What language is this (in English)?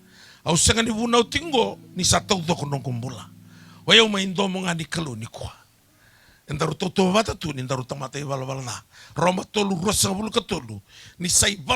Fijian